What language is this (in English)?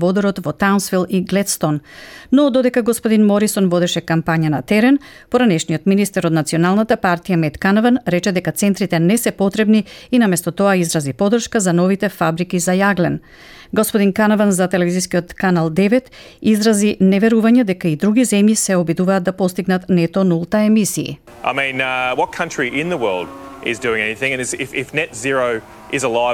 Macedonian